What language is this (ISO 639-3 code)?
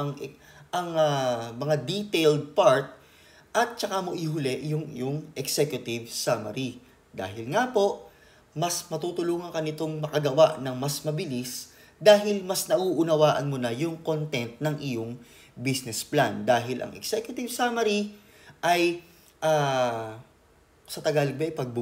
fil